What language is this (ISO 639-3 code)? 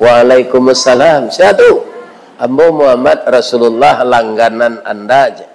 min